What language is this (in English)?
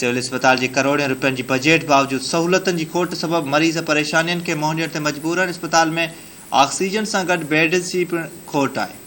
Sindhi